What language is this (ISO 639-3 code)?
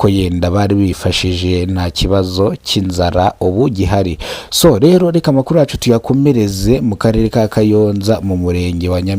kin